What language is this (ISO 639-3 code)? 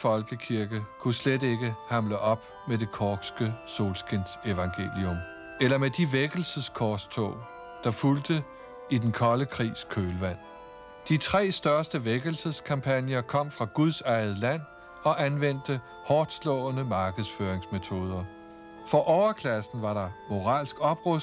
dan